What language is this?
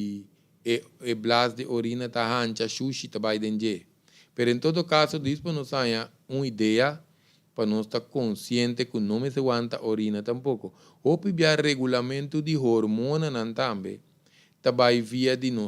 Papiamento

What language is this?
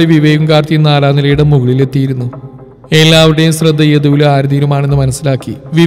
Malayalam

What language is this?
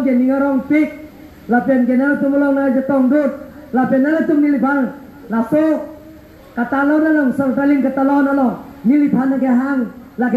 Karbi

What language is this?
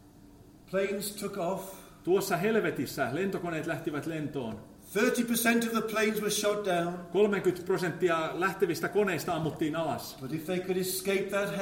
Finnish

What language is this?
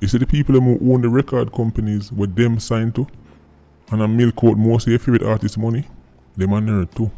Jamaican Creole English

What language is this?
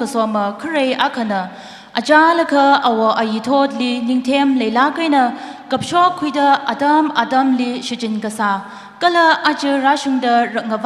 Tangkhul Naga (India)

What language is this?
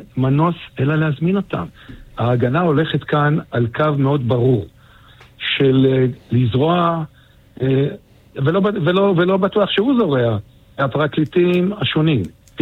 Hebrew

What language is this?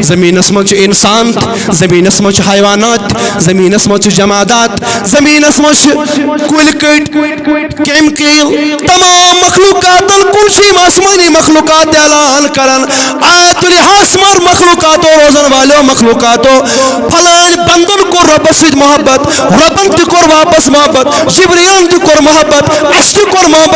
Kashmiri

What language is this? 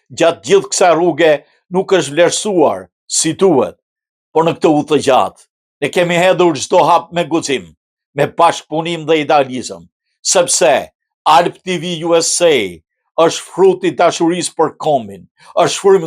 Albanian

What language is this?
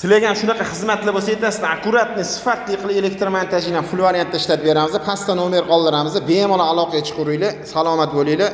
Uzbek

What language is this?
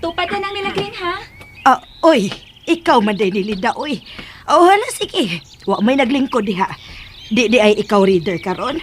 Cebuano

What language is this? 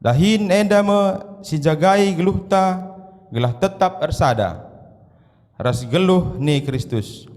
Batak Karo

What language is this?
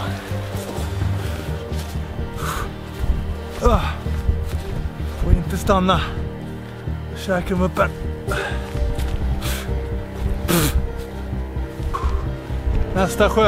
Swedish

